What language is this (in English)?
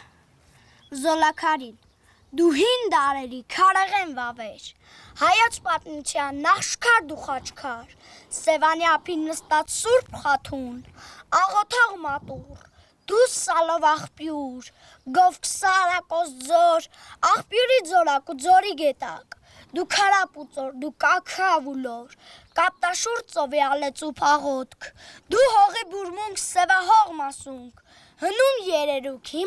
Armenian